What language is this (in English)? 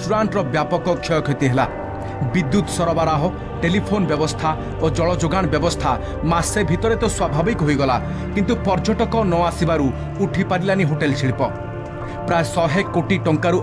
Odia